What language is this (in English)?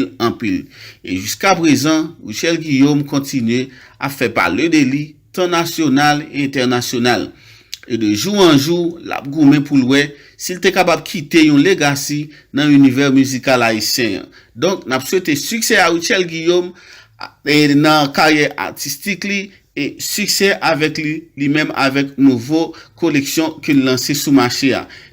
Haitian Creole